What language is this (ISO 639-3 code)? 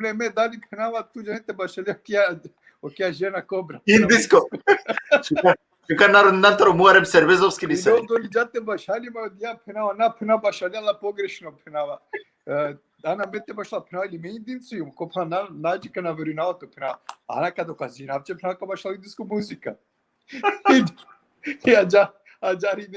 rmn